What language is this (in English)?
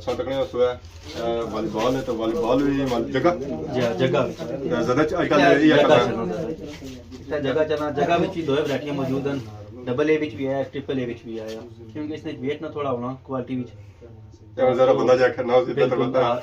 Pahari-Potwari